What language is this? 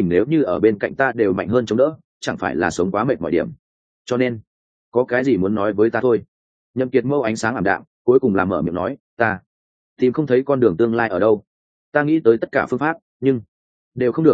Vietnamese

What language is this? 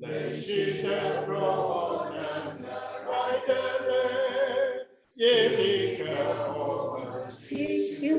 Tangkhul Naga (India)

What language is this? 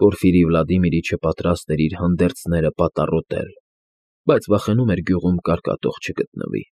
Armenian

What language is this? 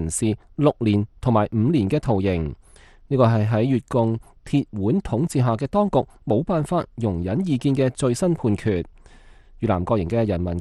Cantonese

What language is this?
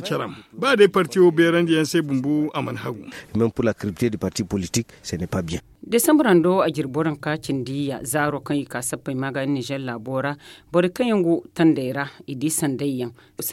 Zarma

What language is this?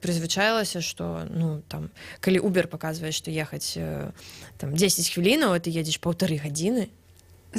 Belarusian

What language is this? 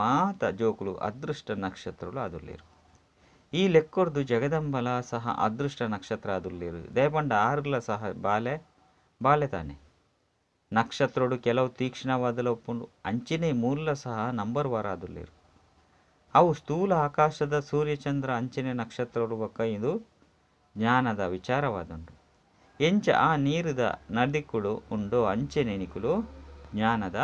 Tulu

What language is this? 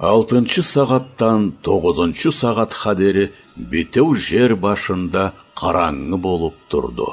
Karachay-Balkar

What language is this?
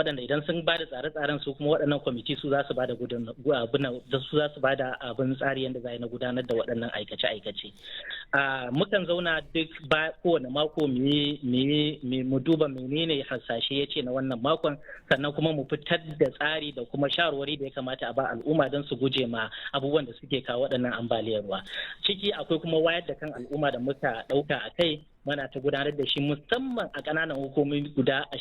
Hausa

